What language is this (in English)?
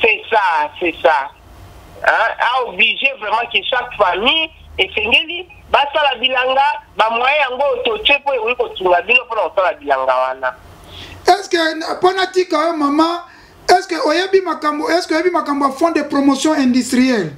Lingala